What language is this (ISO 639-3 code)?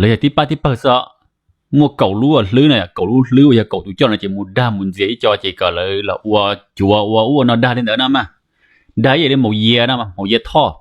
hmn